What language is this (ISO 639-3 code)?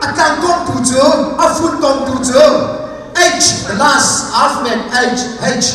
cnh